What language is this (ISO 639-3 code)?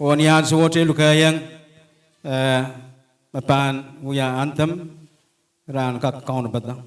pon